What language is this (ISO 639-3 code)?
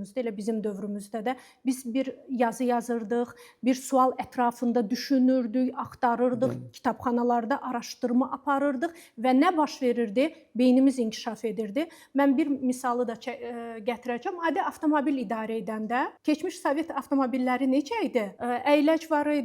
aze